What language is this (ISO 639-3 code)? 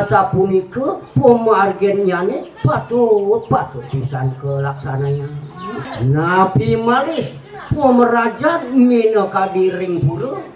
ban